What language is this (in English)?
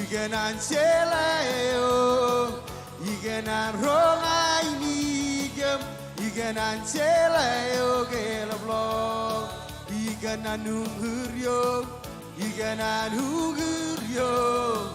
Marshallese